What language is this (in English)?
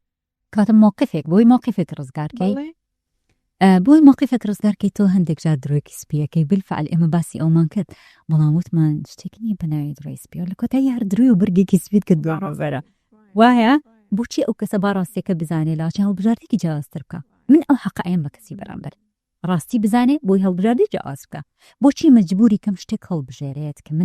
Central Kurdish